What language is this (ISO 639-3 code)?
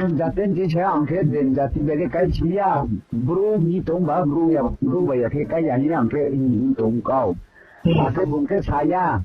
ria